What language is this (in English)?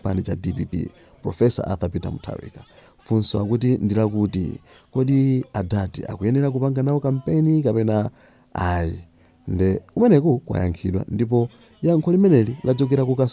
Nyanja